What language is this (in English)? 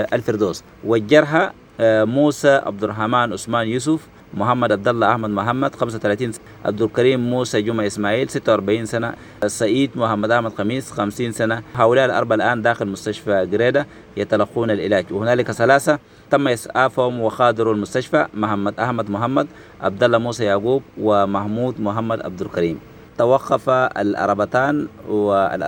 Sudanese Arabic